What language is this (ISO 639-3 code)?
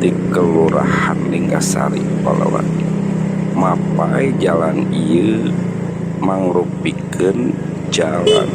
sun